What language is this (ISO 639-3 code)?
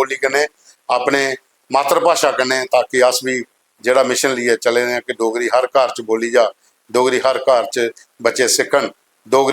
doi